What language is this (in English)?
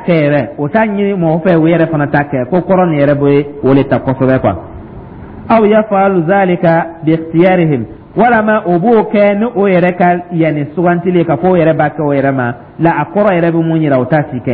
Dyula